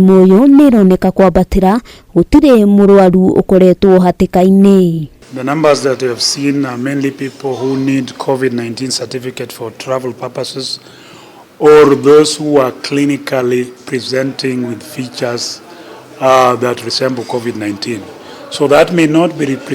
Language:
Kikuyu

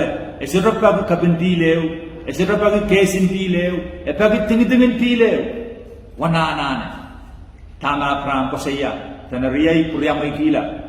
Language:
Pohnpeian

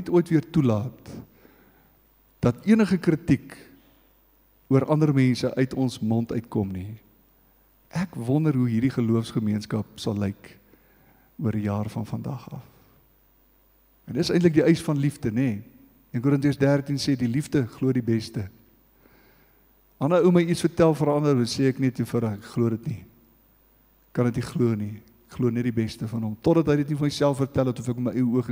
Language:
Afrikaans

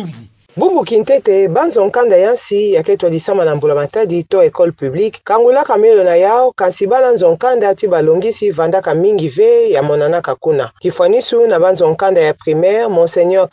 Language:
Kituba (Democratic Republic of Congo)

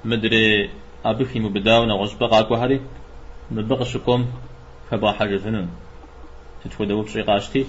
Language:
Kabardian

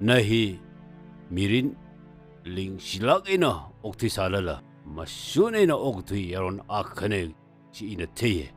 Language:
Tangkhul Naga (India)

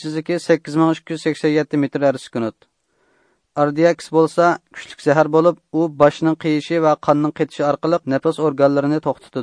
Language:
Uyghur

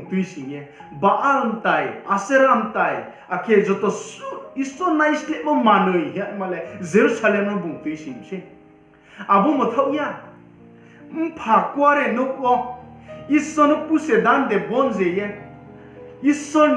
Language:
Riang (India)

